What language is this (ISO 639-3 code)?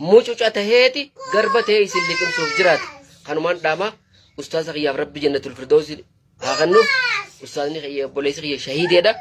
orm